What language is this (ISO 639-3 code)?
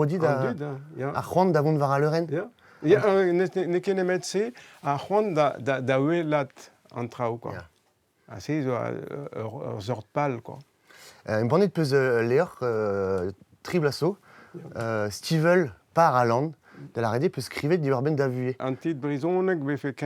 bre